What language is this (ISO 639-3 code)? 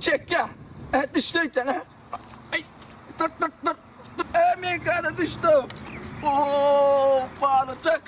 tuk